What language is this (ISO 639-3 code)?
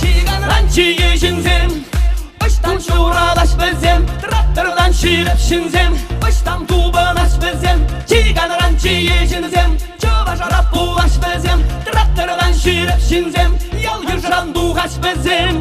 chv